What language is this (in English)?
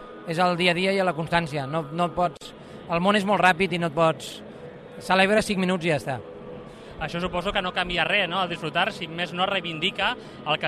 Catalan